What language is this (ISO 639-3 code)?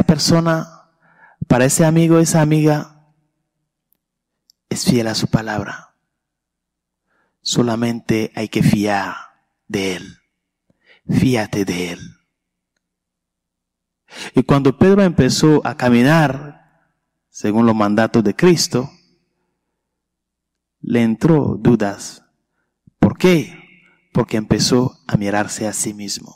spa